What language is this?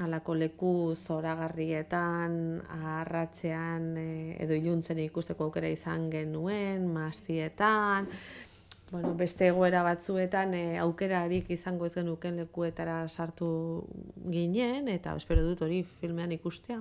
Basque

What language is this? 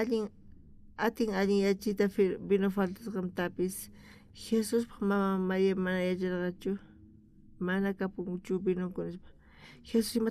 South Bolivian Quechua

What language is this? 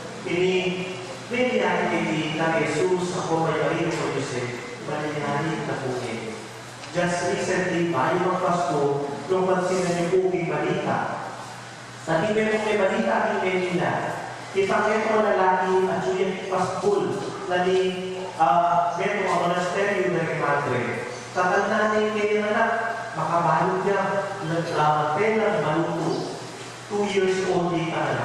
Pampanga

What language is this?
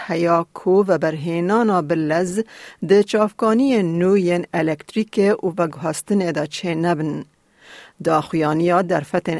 Kurdish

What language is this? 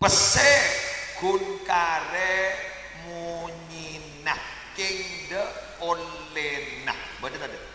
Madurese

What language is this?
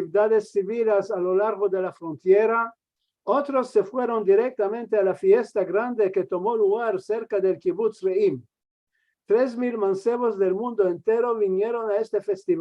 Ladino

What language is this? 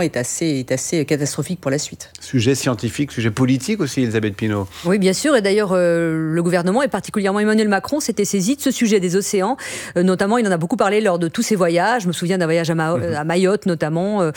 French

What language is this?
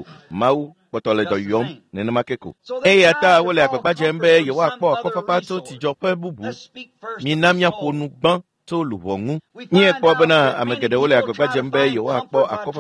Ewe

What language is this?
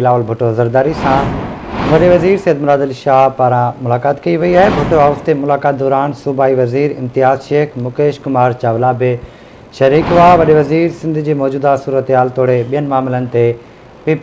Sindhi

